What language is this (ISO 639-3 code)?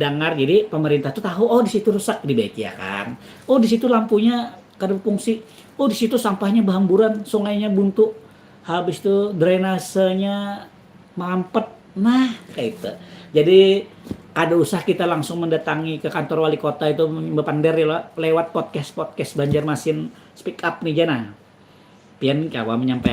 bjn